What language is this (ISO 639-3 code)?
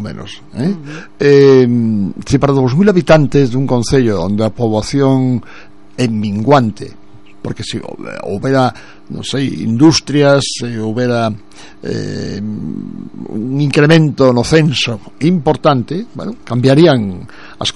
glg